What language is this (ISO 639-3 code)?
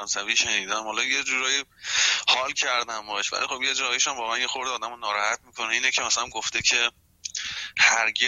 fas